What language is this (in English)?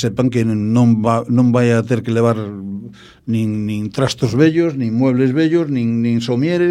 Galician